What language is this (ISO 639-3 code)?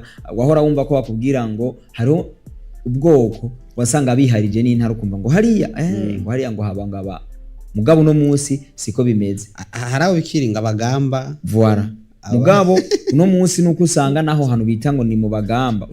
run